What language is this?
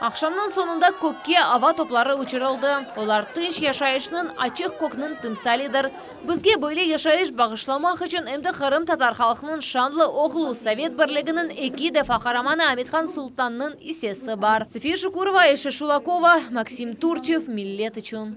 Crimean Tatar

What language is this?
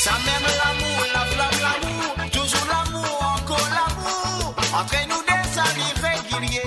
Morisyen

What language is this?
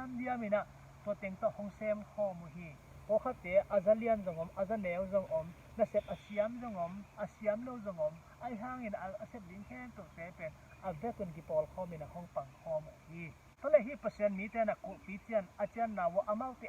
Tedim Chin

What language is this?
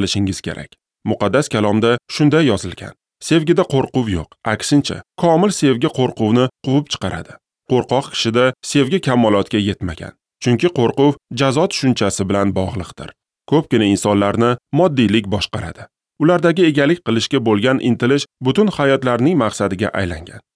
Uzbek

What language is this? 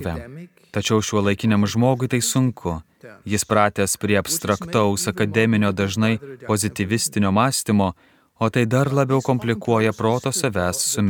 Lithuanian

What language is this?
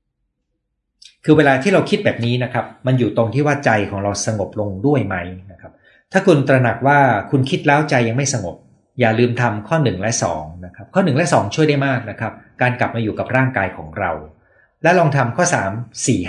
Thai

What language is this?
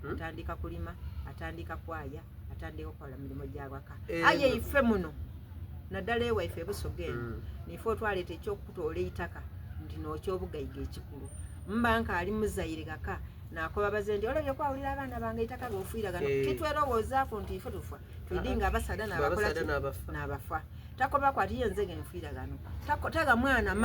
Soga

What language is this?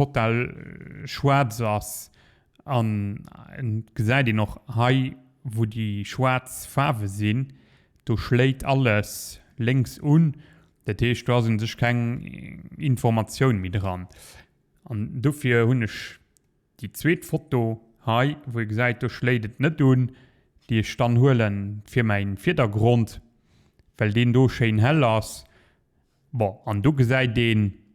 Luxembourgish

